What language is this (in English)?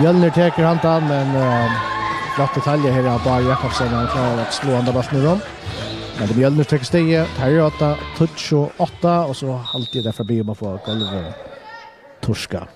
Faroese